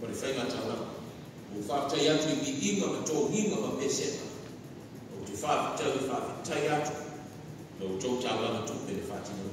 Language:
Samoan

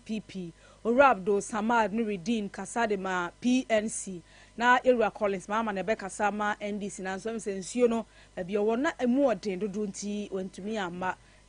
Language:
Akan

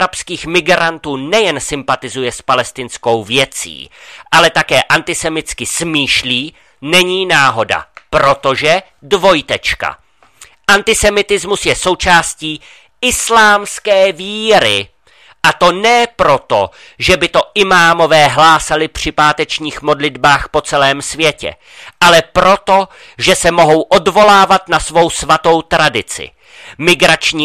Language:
Czech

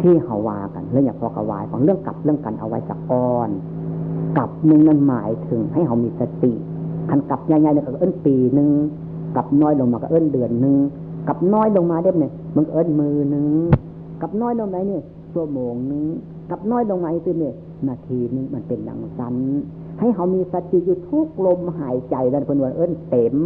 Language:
Northeastern Thai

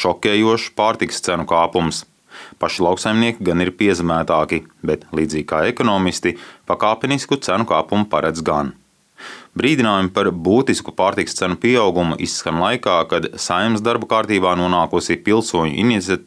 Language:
Latvian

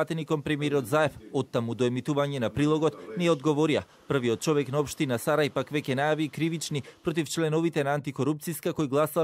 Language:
Macedonian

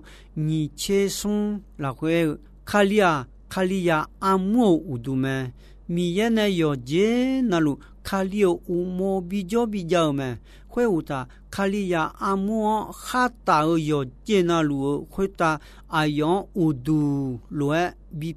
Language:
Akha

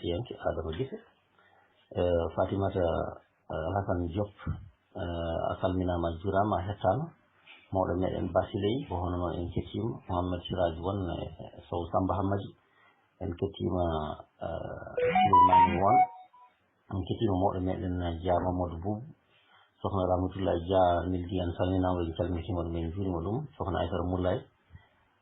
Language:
Fula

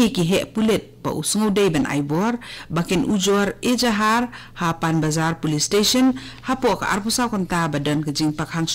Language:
Khasi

